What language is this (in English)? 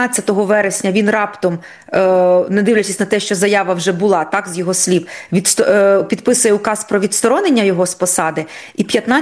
Ukrainian